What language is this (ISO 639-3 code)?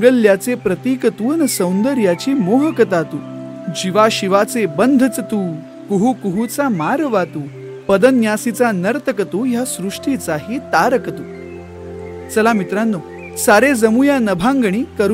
mar